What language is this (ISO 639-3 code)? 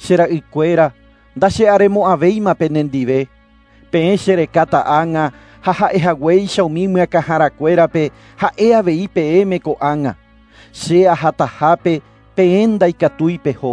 grn